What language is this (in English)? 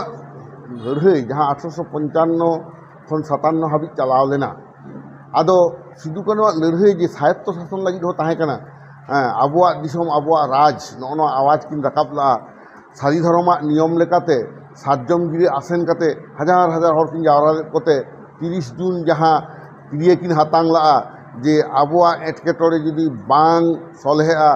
Santali